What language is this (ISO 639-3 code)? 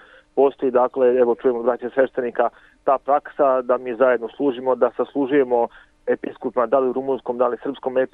srp